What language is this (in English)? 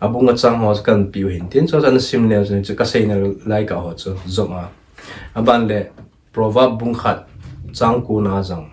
Thado Chin